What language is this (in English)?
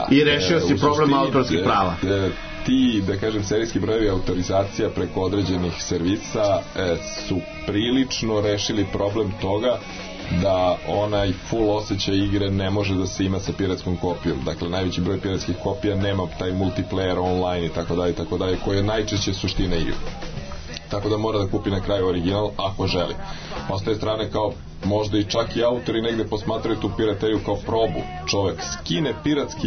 Serbian